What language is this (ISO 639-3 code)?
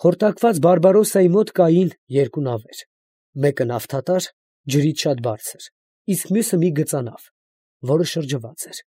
hye